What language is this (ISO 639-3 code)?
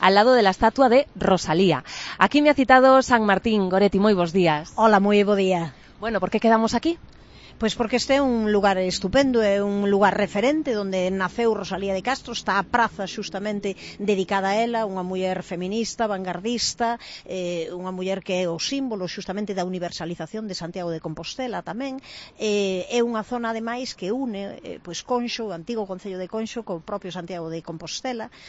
glg